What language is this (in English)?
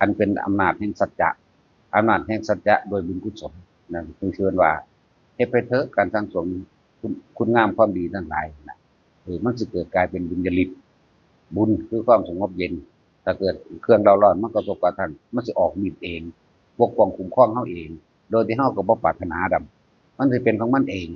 Northeastern Thai